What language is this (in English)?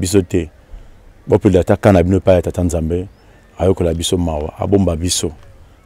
Lingala